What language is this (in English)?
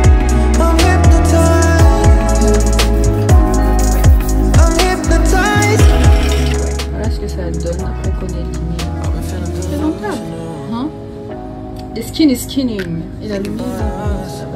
French